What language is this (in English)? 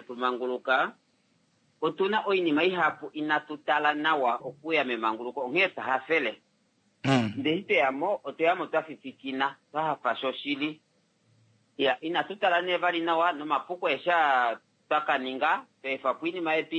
Kuanyama